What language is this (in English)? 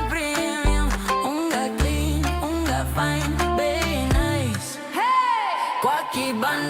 Meru